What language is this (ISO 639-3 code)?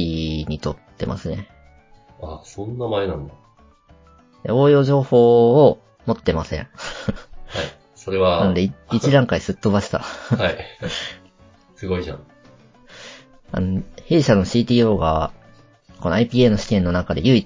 jpn